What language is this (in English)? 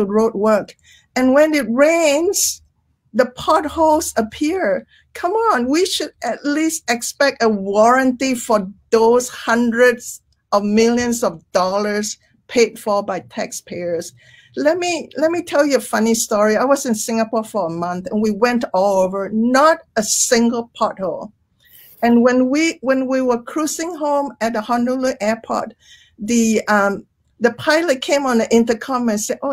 English